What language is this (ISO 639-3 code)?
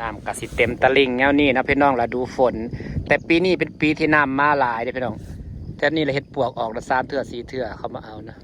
lao